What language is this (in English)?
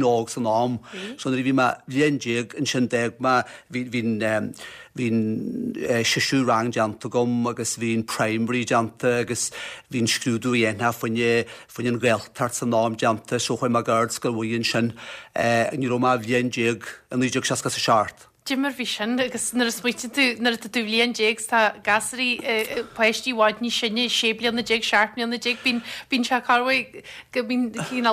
Irish